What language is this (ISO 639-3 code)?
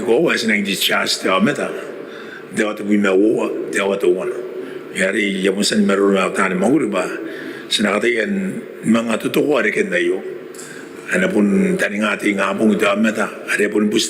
gil